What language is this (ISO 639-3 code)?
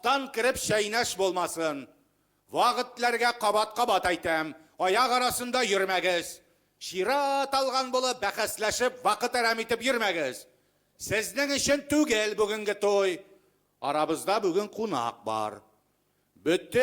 tat